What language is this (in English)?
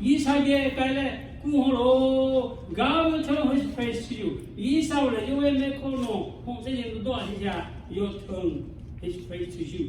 Lahu